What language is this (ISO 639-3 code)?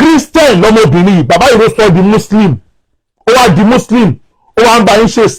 yor